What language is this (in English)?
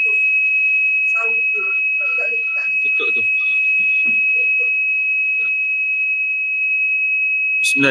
Malay